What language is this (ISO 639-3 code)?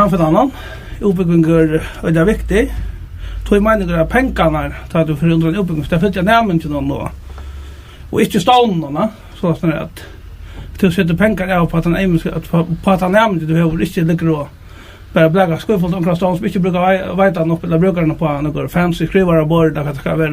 fao